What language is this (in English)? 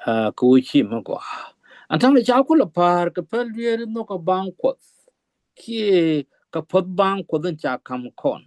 Nuer